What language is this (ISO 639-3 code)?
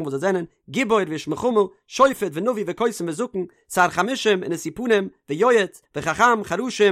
yid